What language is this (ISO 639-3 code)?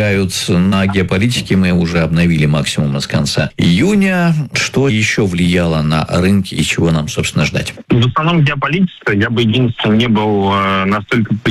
rus